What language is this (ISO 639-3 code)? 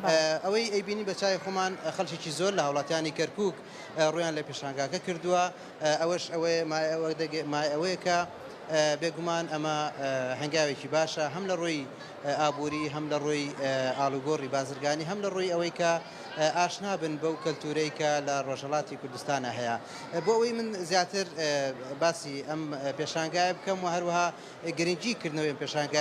ckb